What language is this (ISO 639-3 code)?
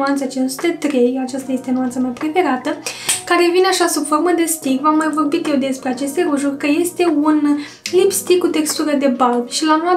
ron